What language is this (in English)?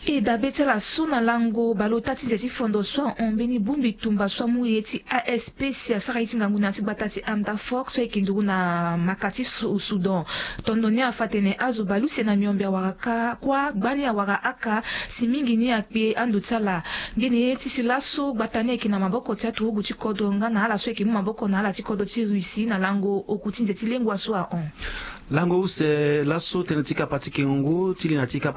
Sango